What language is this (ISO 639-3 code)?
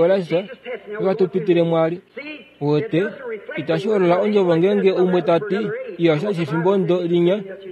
kua